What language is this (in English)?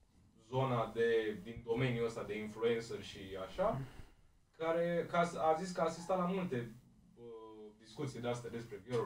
Romanian